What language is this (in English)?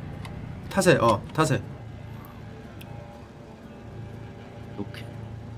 Korean